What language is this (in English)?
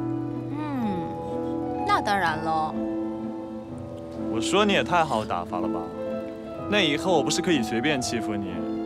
Chinese